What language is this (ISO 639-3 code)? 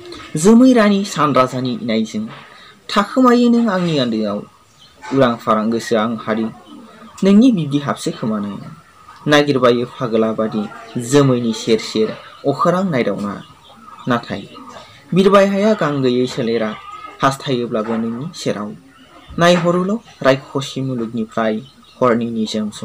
brx